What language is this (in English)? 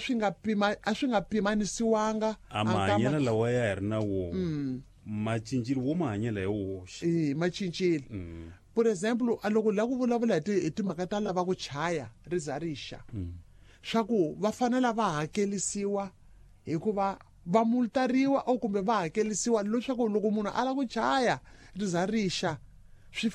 Tsonga